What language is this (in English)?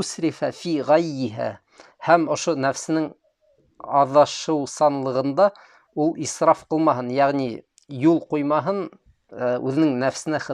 Bashkir